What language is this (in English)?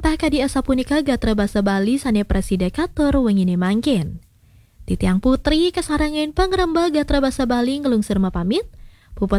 Balinese